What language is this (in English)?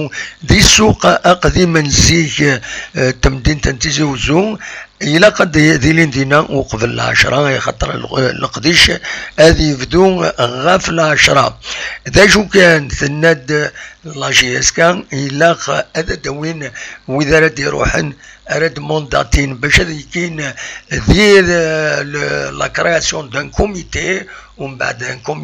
Kabyle